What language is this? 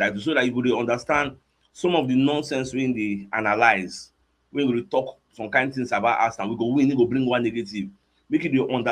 Nigerian Pidgin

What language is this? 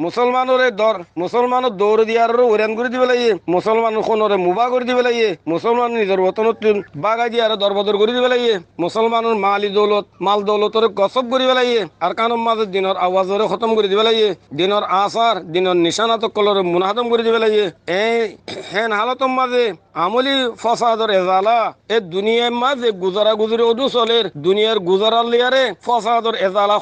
Rohingya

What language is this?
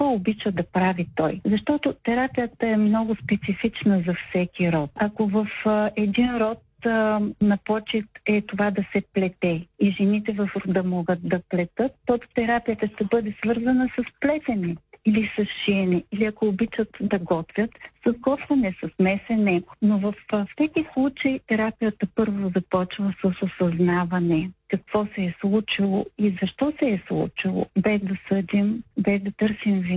Bulgarian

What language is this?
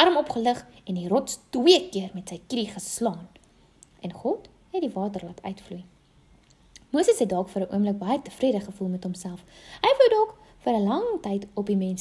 Afrikaans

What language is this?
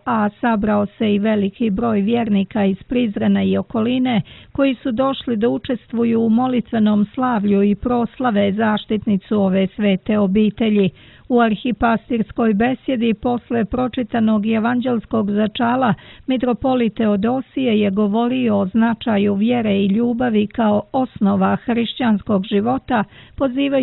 Serbian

